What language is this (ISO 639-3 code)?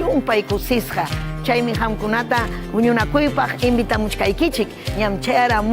quy